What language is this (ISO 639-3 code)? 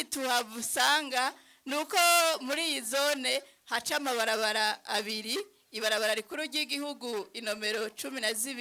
run